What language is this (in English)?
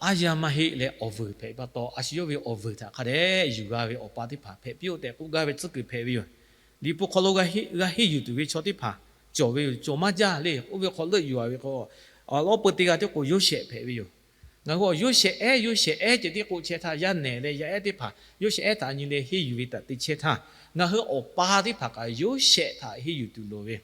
Lahu